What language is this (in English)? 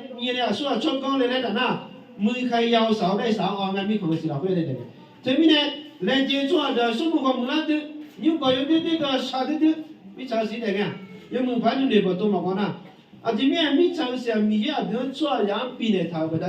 Akha